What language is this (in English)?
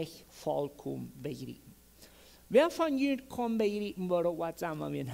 Plautdietsch